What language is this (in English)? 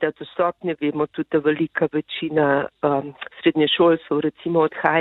Slovenian